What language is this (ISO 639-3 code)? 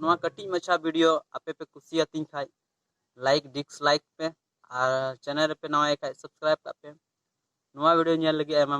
sat